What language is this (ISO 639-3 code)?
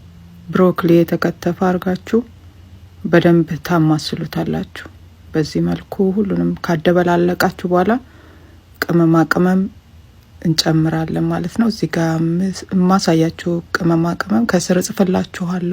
amh